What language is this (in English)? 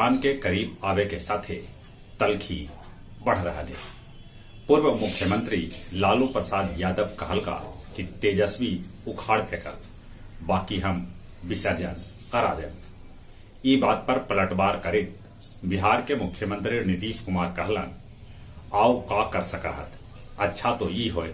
Magahi